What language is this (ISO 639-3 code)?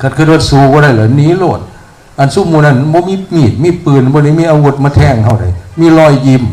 tts